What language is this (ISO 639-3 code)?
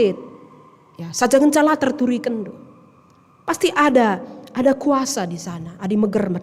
btx